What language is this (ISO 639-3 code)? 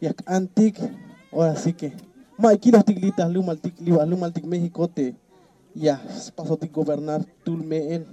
tzh